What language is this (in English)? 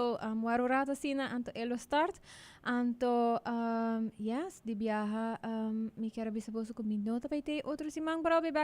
Papiamento